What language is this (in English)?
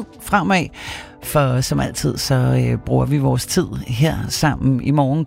Danish